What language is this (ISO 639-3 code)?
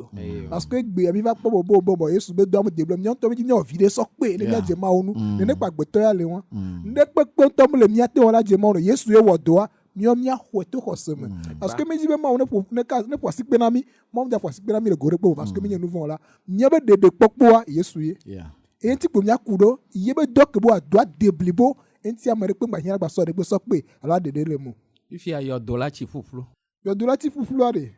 ewe